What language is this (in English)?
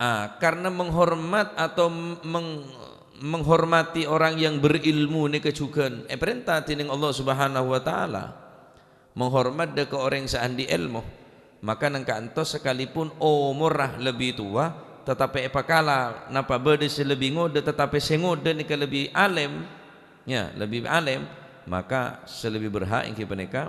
Madurese